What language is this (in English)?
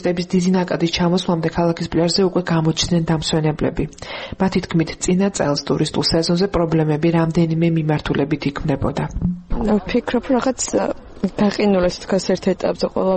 Georgian